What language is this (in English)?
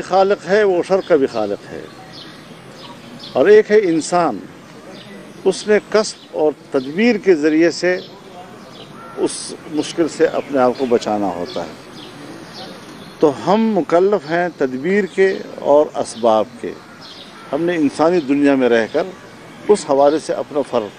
Urdu